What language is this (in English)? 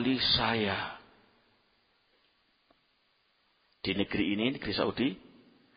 Indonesian